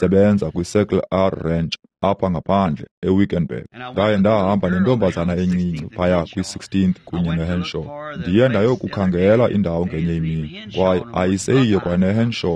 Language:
Xhosa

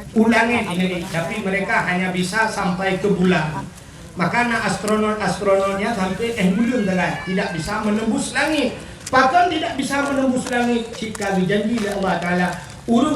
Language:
Achinese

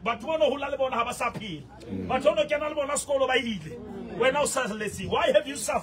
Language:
Southern Sotho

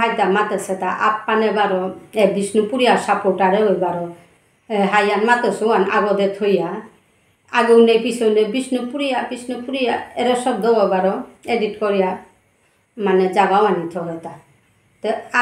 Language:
Bishnupriya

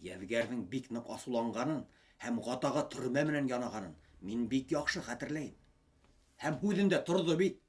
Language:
Bashkir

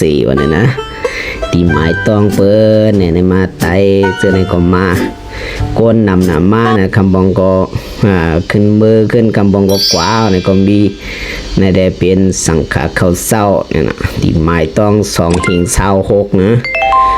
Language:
Shan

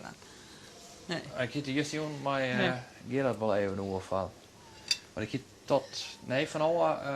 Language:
Western Frisian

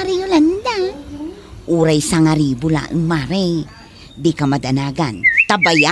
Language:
Iloko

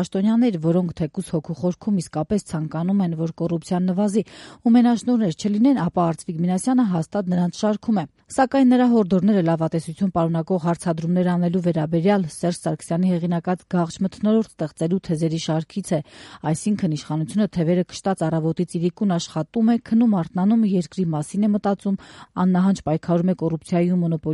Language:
Armenian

